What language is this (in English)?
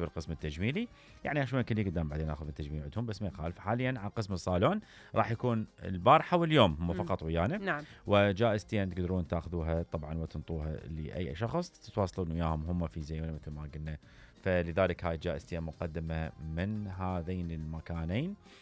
Mesopotamian Arabic